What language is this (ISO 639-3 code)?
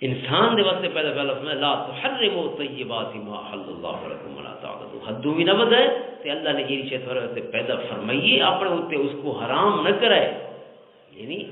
lah